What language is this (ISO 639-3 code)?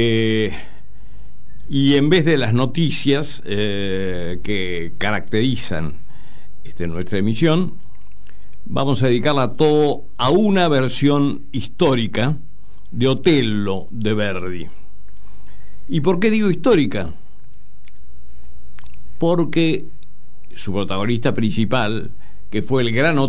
spa